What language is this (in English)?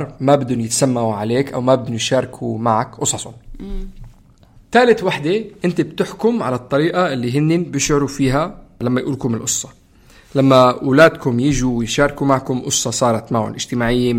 North Levantine Arabic